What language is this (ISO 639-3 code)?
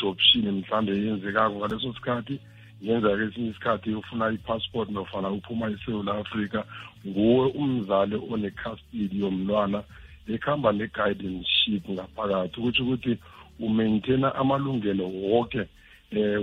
nbl